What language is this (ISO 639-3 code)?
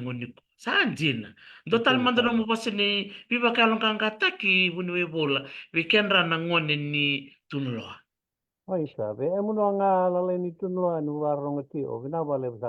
fij